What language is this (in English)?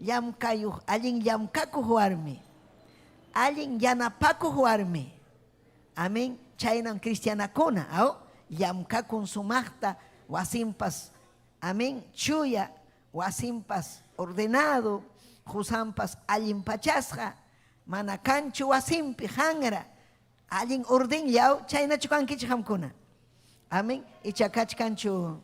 Ayacucho Quechua